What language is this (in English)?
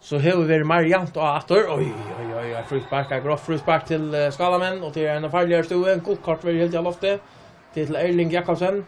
Faroese